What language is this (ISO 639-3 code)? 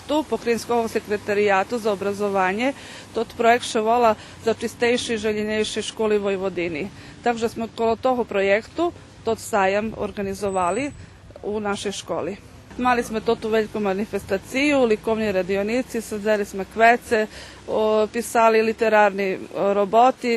rue